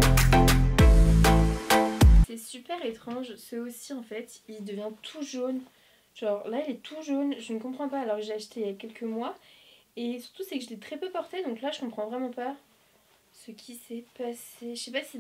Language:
French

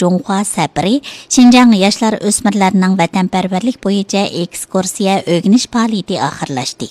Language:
Uyghur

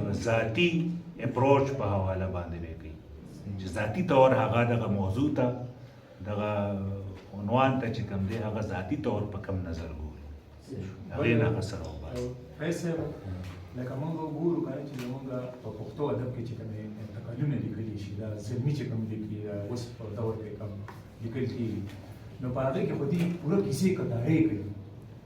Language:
Pashto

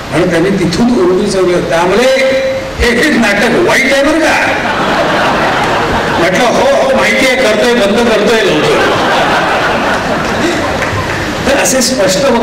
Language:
Marathi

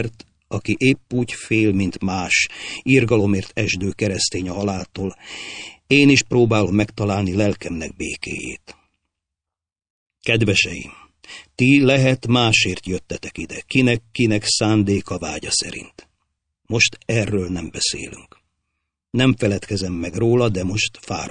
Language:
Hungarian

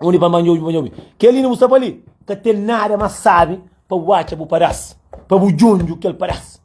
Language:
Kabuverdianu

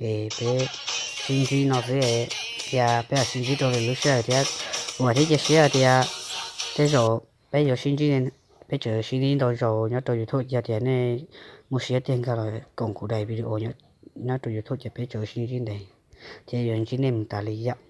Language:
Hmong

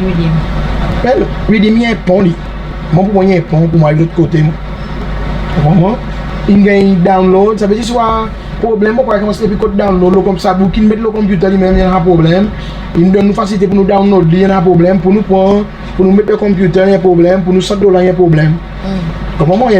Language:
Seselwa Creole French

